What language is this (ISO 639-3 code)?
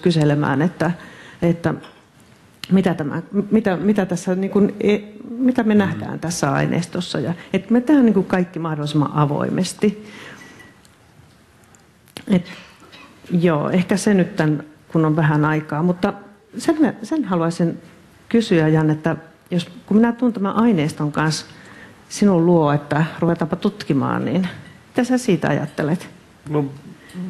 fin